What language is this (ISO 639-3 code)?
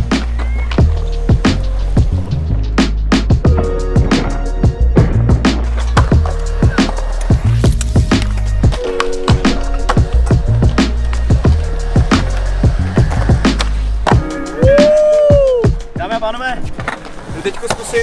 ces